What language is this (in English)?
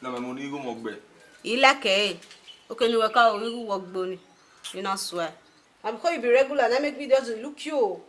Bini